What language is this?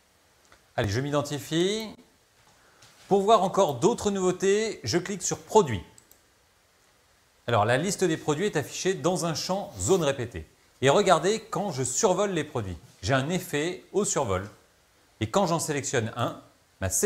French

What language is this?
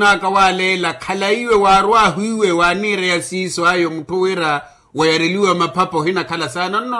Makhuwa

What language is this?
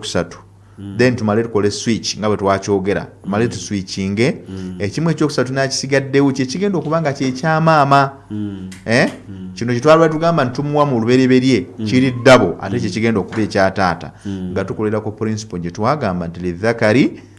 Ganda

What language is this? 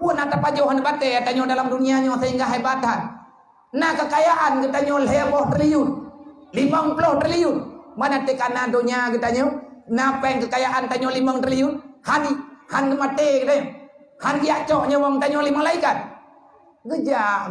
Achinese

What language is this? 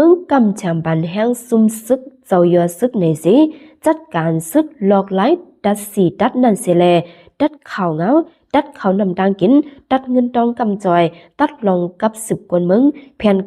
Shan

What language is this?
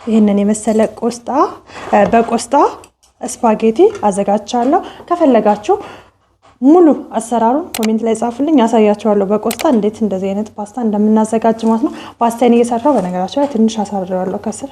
Amharic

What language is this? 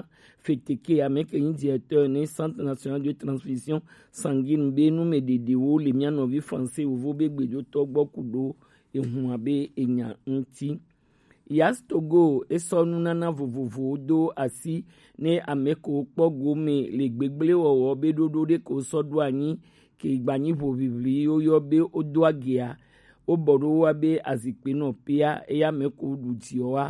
Gen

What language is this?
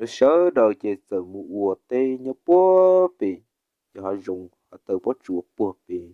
Hmong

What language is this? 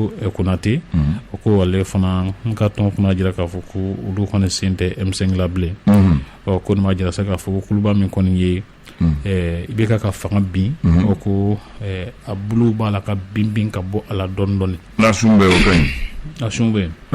Bambara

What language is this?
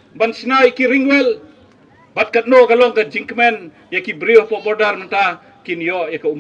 Khasi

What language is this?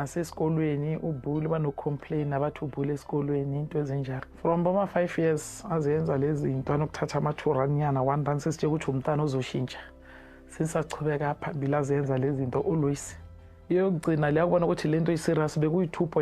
Zulu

